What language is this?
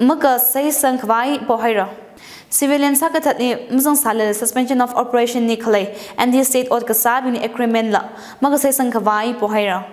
Tangkhul Naga (India)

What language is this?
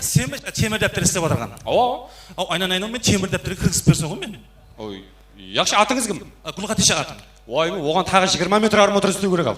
Kara-Kalpak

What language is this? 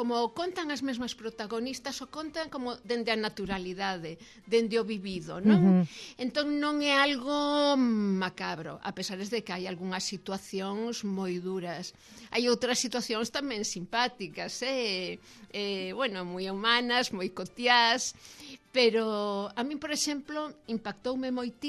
Galician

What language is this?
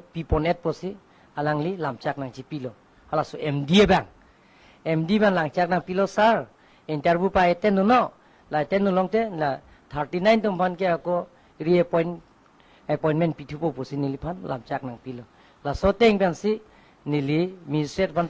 Karbi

